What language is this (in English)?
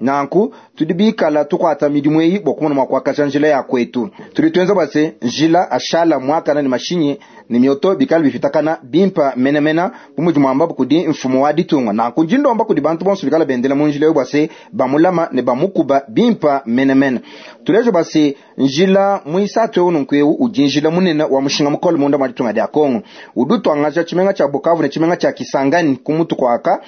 Luba-Lulua